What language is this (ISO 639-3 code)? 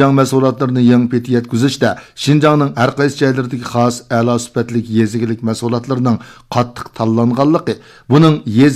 uig